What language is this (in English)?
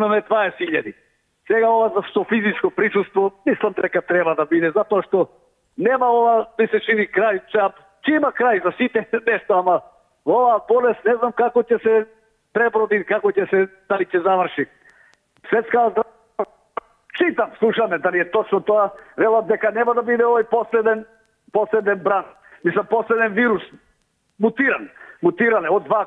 Macedonian